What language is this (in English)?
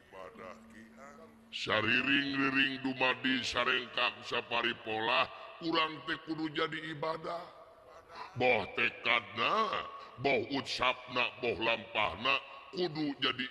Sundanese